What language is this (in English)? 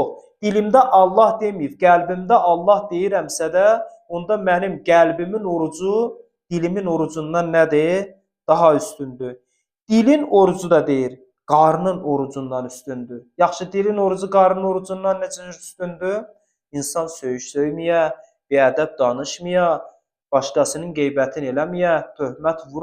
Azerbaijani